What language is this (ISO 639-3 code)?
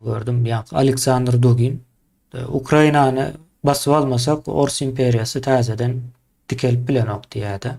tuk